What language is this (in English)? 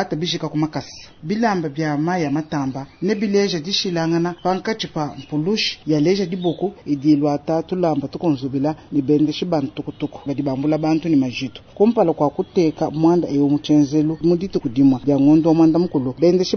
Luba-Lulua